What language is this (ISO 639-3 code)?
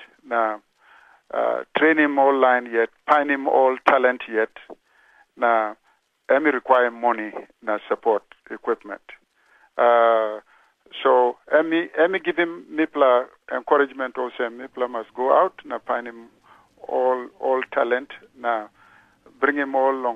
tpi